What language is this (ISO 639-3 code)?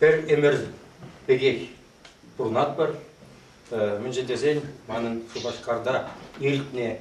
chv